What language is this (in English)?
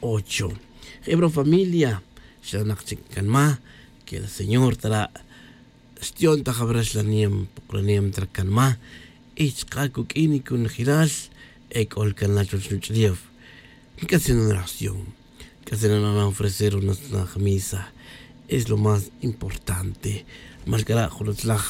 Tz'utujil